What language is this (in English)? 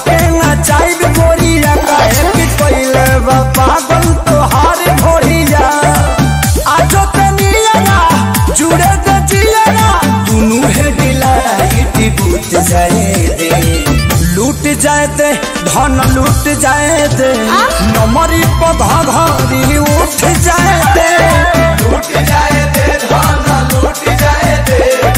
Bhojpuri